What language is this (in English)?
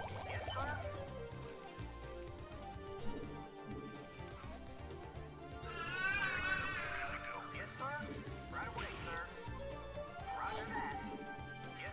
English